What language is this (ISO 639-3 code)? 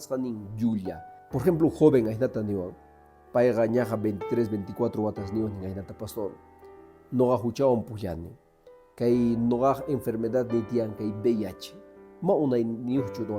que